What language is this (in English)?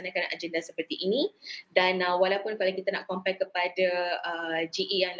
Malay